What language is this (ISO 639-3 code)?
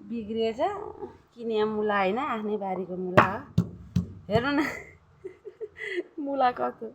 nep